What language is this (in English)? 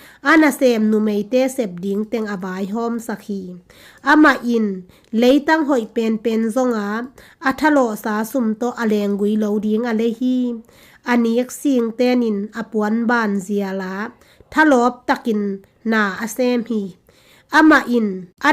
Tedim Chin